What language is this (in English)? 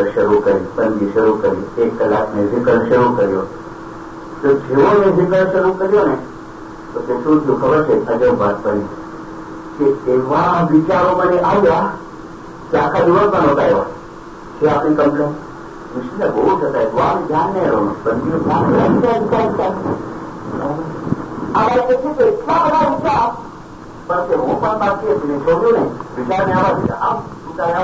Gujarati